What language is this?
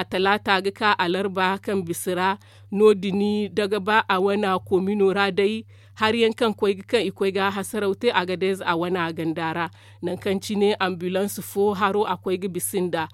Zarma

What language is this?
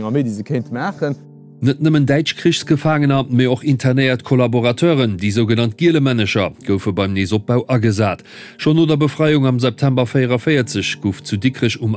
Luxembourgish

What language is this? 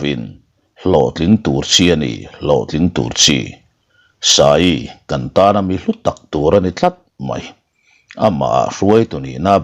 Mizo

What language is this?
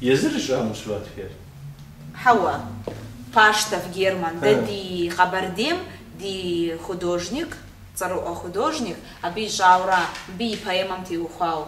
Kabardian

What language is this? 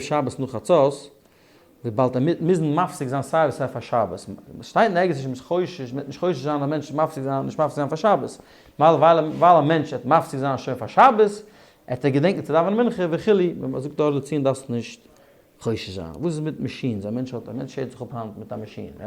Yiddish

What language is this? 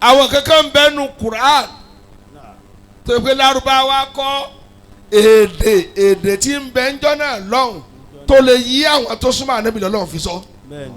Yoruba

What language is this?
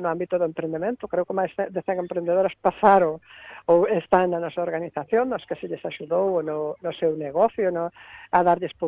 Galician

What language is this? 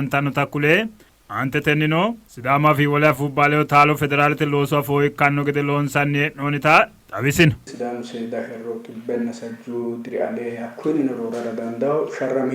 Sidamo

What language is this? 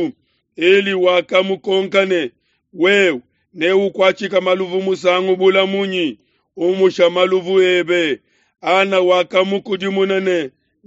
Luba-Lulua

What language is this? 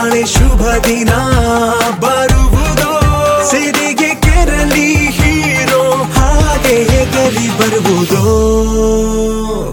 Kannada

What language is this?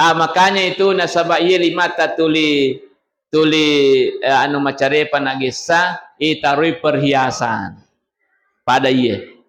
Buginese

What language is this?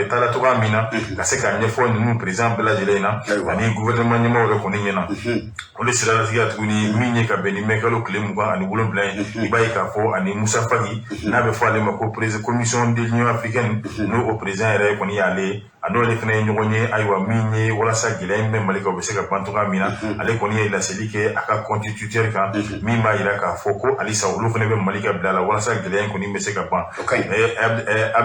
Bambara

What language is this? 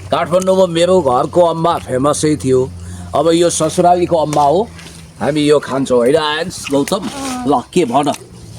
Nepali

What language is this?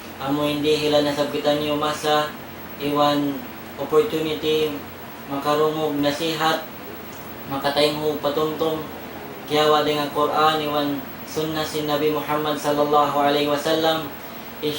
Tausug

